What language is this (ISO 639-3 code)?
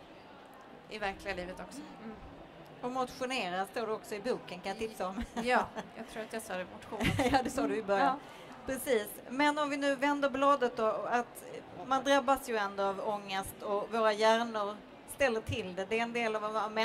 swe